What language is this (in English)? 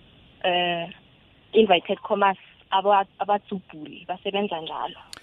South Ndebele